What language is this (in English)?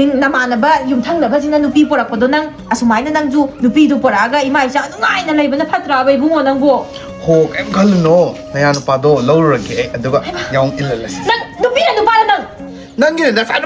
Manipuri